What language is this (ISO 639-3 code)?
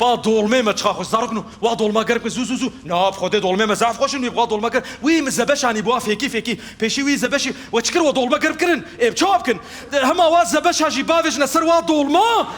kur